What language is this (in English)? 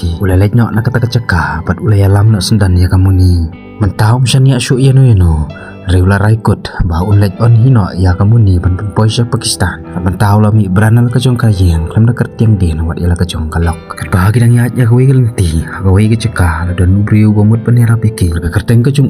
Khasi